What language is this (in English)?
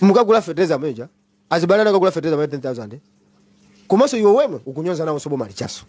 Nyanja